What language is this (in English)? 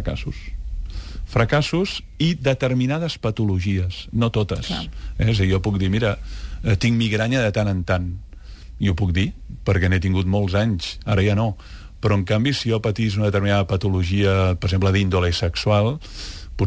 Catalan